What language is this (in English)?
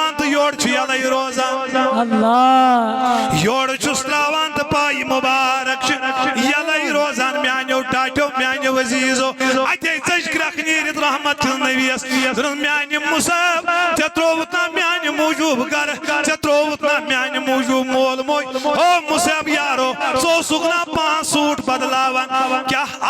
Kashmiri